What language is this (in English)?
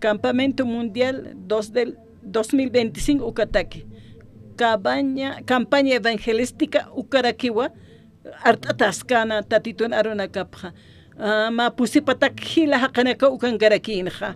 Aymara